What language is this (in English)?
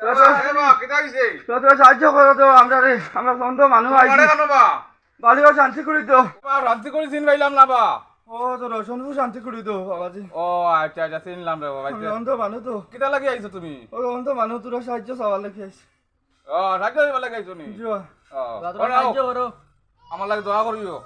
Sylheti